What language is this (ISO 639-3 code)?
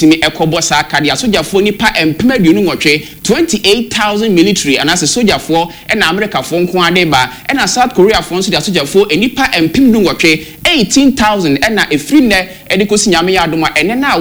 aka